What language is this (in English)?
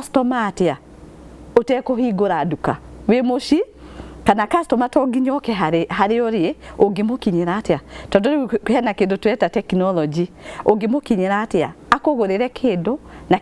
Kikuyu